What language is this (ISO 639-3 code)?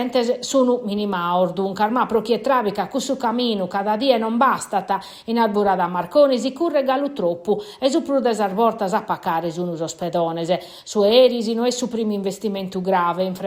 srd